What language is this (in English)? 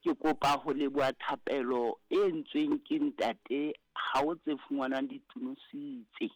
Southern Sotho